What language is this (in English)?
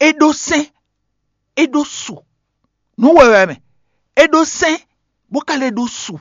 Fon